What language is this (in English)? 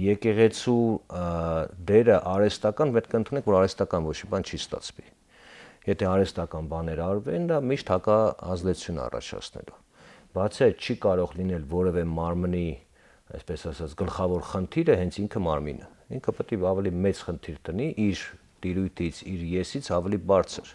Armenian